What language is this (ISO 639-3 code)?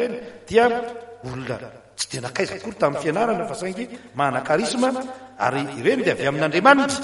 mlg